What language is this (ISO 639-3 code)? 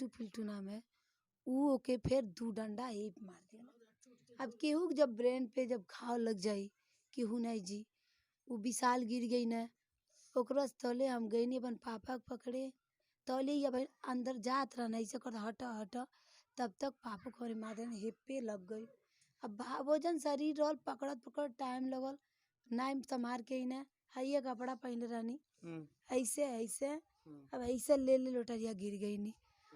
bho